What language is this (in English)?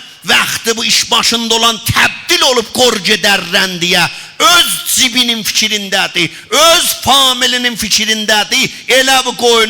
South Azerbaijani